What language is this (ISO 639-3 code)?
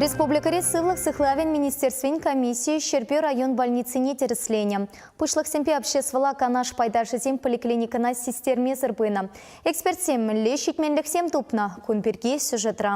chv